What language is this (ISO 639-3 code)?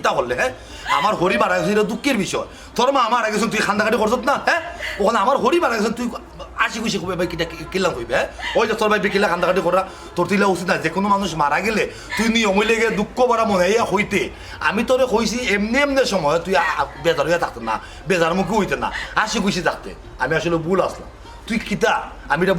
syl